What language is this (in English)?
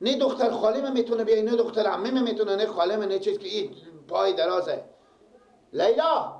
Persian